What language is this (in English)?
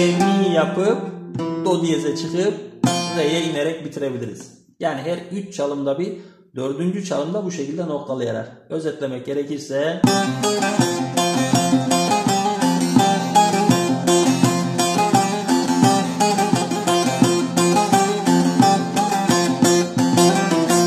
Turkish